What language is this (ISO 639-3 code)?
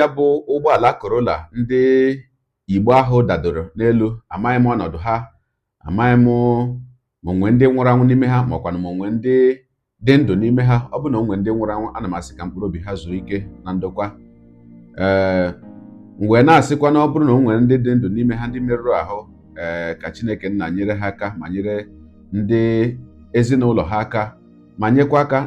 ibo